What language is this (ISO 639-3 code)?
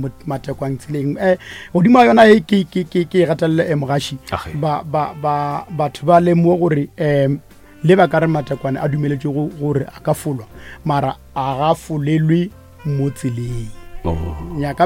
nso